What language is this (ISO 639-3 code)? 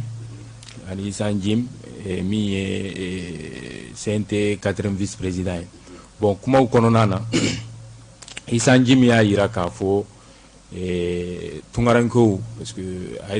bam